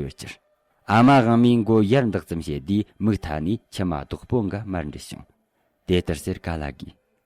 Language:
Tibetan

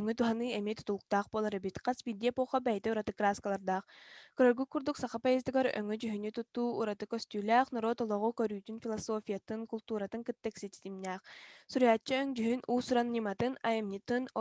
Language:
Yakut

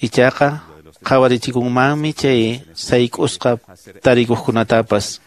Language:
Quechua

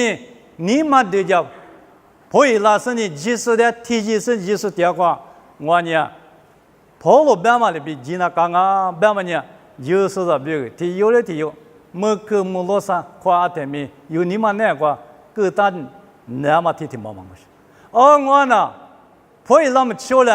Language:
Lisu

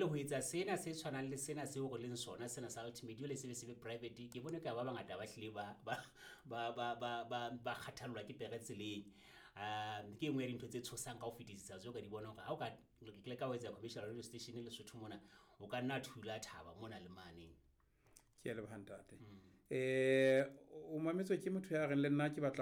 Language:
Southern Sotho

